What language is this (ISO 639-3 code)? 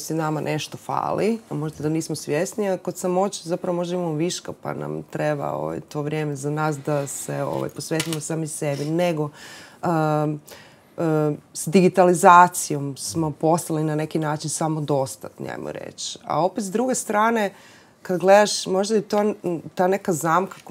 hrv